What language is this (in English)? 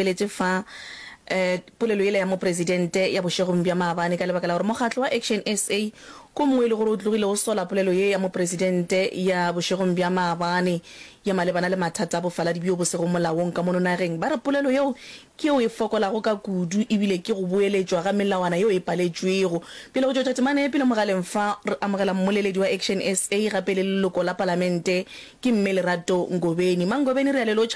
Northern Sotho